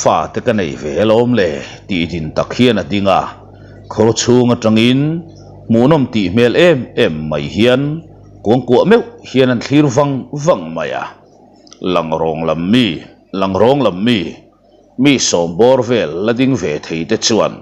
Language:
Mizo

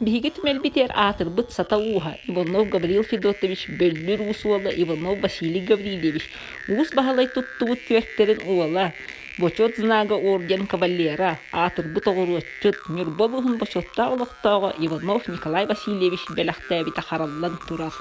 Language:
Yakut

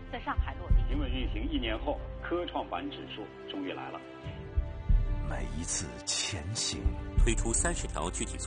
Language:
Chinese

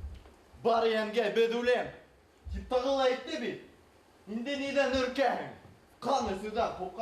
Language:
Bashkir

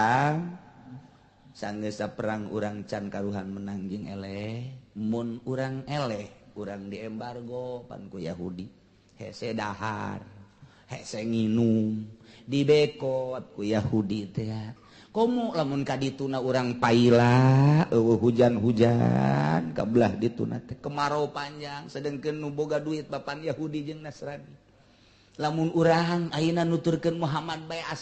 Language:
Sundanese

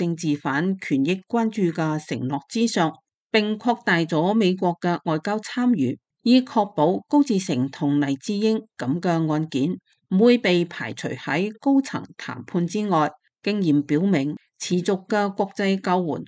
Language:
Cantonese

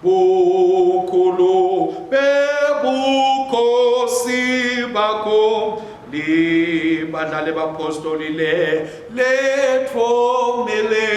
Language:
Swati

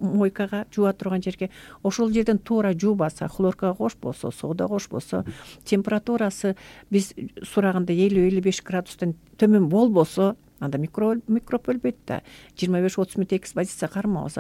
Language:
Kyrgyz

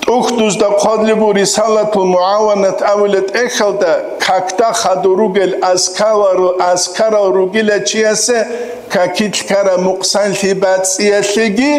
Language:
Avaric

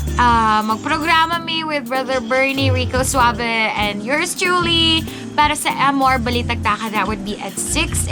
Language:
Cebuano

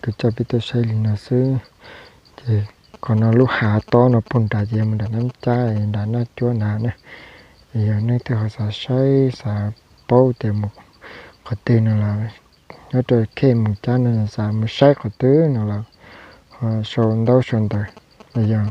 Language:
Hmong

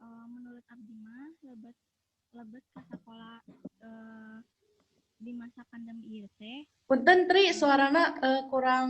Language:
Sundanese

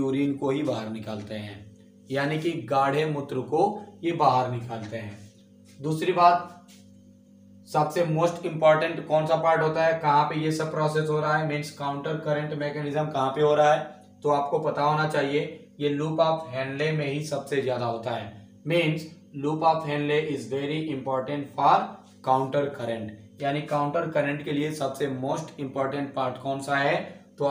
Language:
Hindi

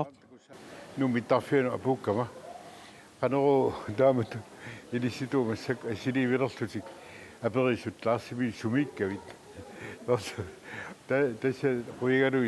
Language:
Kalaallisut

